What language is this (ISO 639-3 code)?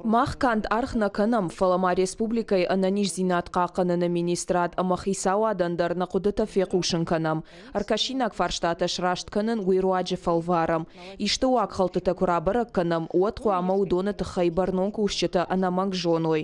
oss